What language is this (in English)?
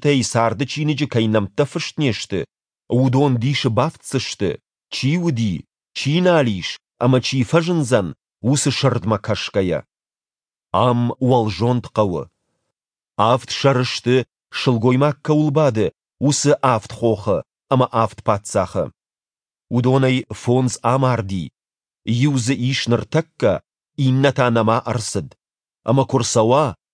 Ossetic